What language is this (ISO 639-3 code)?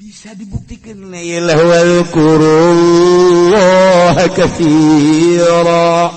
sun